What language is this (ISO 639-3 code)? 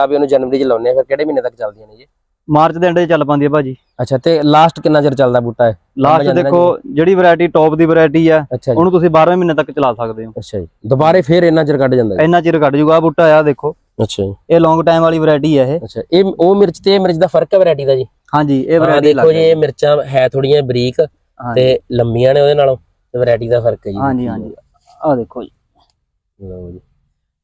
pan